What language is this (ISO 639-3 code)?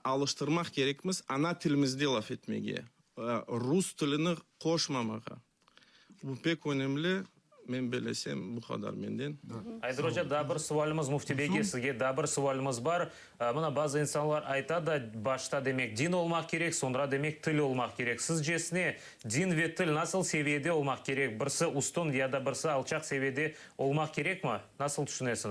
crh